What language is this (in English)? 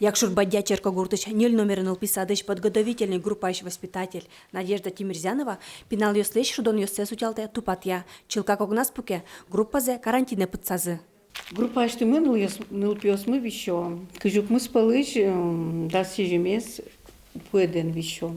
Udmurt